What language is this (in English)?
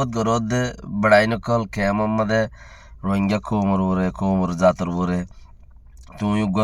Rohingya